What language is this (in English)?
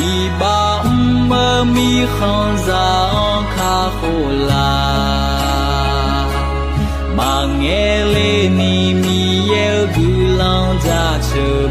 Akha